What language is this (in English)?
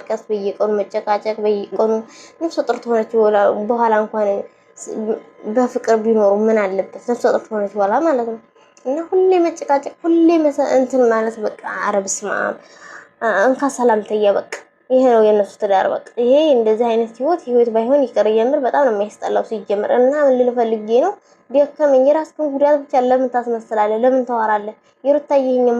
Amharic